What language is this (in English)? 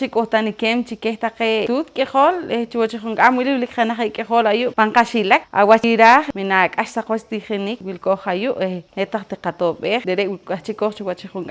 Poqomchi'